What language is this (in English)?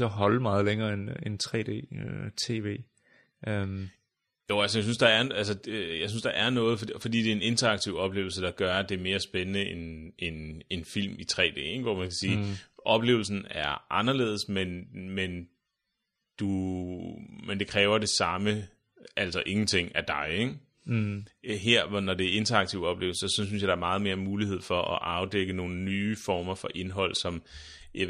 Danish